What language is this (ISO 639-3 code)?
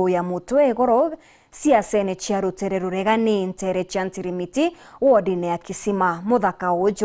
mer